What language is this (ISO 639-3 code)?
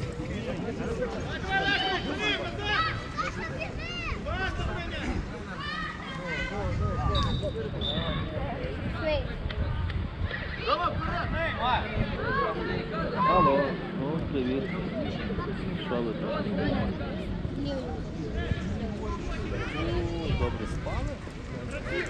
ukr